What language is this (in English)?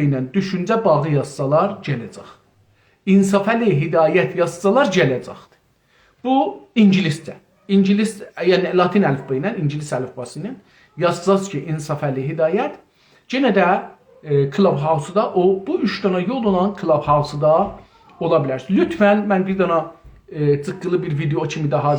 South Azerbaijani